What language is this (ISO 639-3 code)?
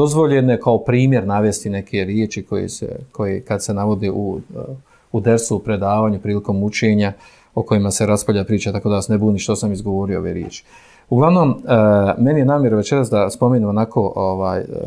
bos